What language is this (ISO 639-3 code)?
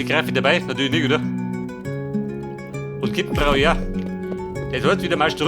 bar